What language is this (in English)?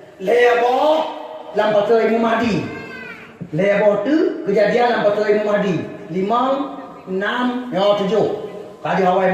Achinese